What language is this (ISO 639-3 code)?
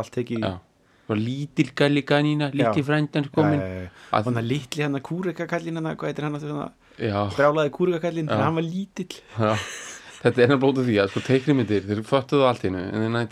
isl